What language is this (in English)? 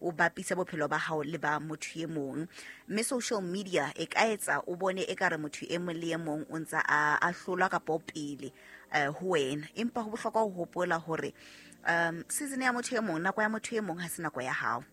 Southern Sotho